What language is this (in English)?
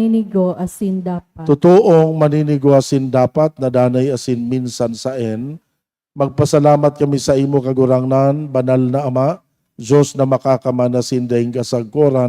Bikol